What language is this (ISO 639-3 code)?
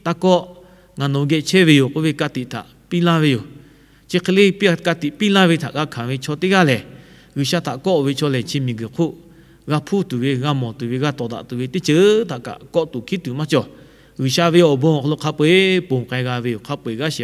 lhu